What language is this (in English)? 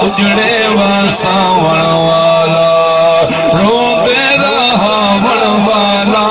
Saraiki